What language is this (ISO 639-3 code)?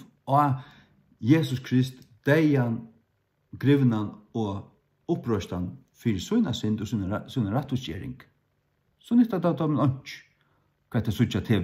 fao